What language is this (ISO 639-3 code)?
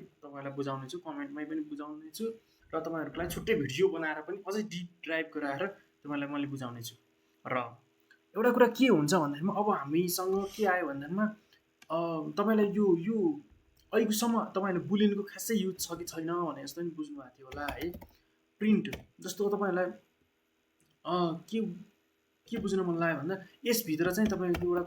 nep